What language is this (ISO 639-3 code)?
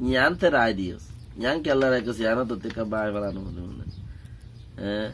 rhg